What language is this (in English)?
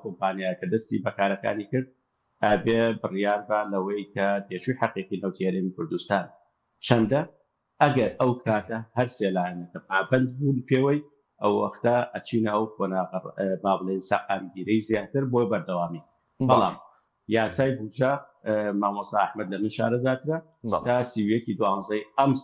Central Kurdish